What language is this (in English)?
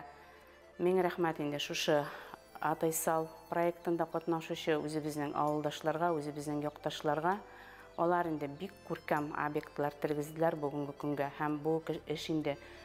Bashkir